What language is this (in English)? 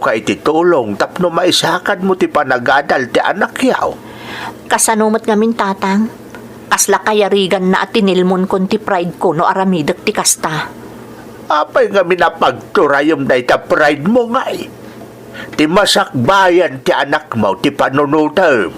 Iloko